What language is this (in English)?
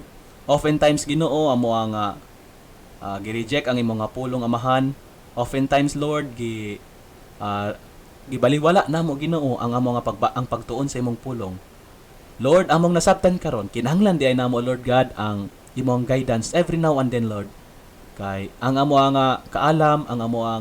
Cebuano